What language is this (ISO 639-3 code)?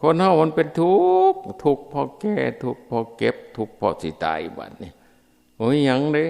tts